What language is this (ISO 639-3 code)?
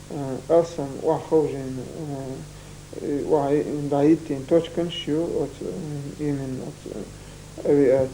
che